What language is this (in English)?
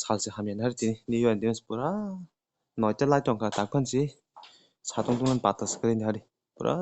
Kok Borok